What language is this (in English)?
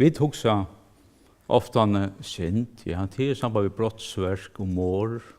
Faroese